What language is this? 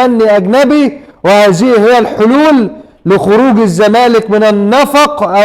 Egyptian Arabic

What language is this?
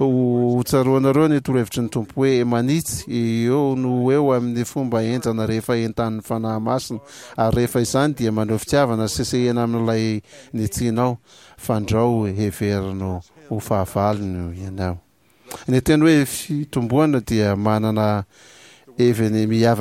Malagasy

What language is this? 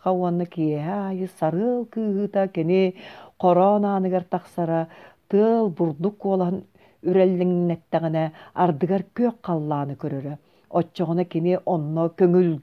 Yakut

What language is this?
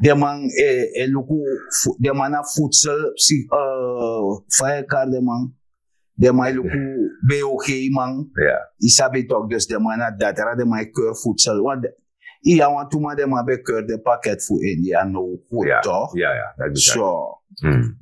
Sranan Tongo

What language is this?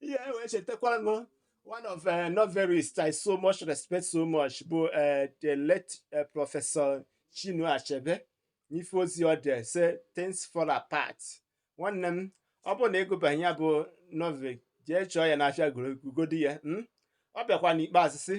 Igbo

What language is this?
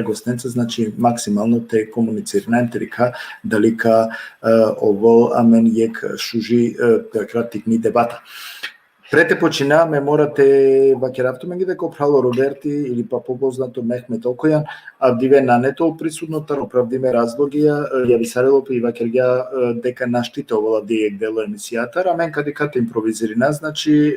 Balkan Romani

